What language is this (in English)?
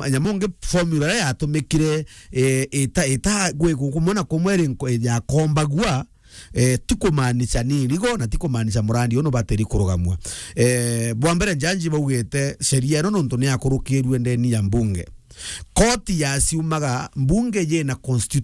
Meru